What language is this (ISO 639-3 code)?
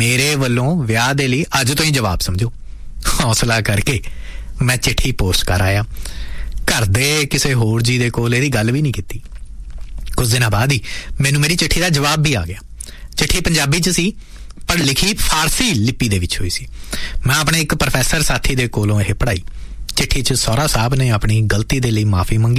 pan